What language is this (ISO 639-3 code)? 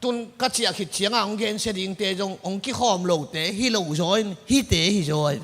ctd